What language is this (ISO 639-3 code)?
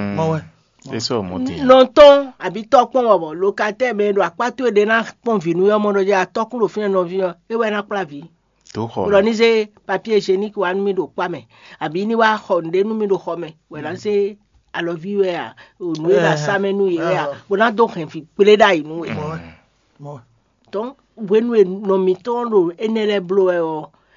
fon